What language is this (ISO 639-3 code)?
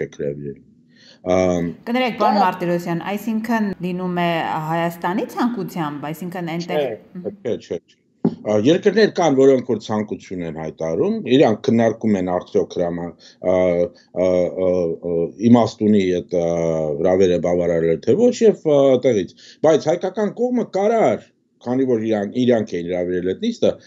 hye